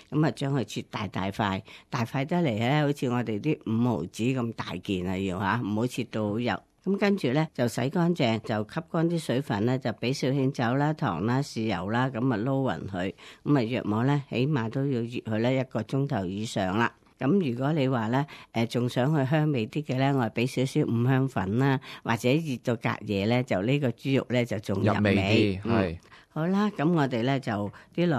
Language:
Cantonese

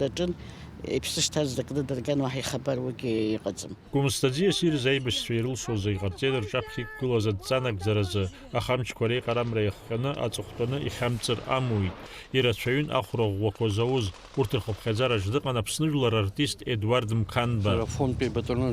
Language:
Abkhazian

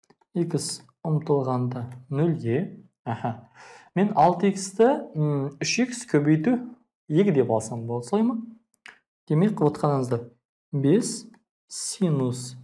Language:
Kazakh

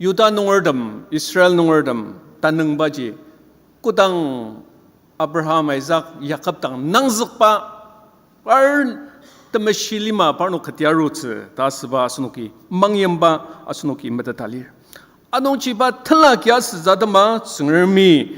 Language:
Ao Naga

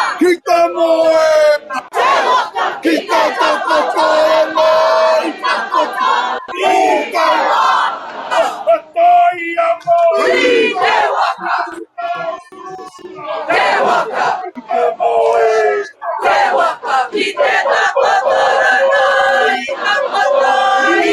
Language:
Māori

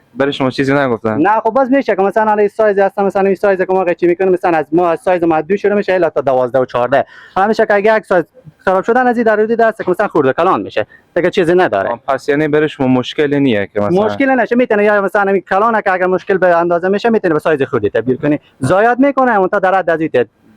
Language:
Persian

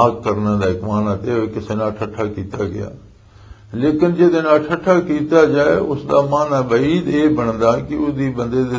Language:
Western Panjabi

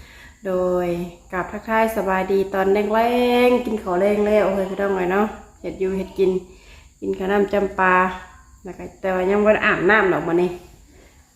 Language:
Lao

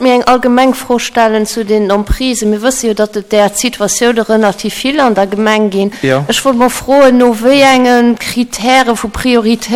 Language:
Luxembourgish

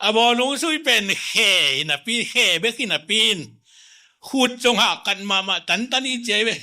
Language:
Tedim Chin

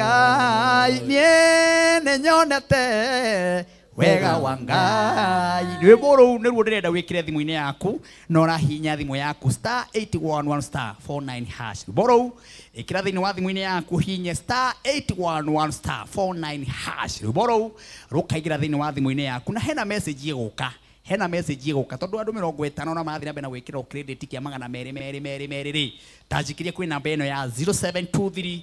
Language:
Kikuyu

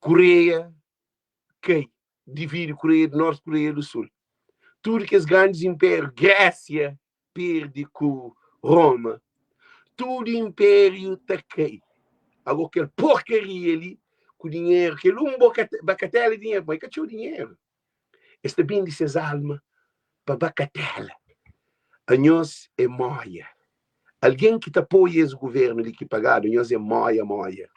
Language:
Kabuverdianu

